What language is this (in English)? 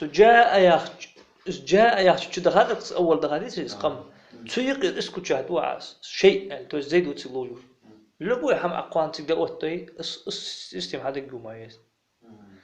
Ingush